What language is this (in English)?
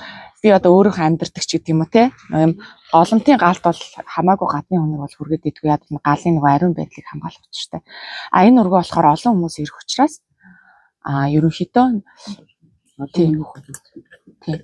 Mongolian